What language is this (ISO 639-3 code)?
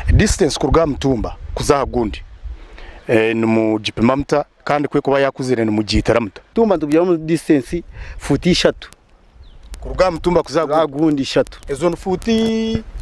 nyn